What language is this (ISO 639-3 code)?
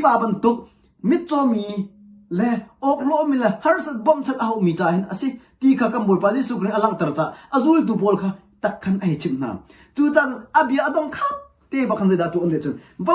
cnh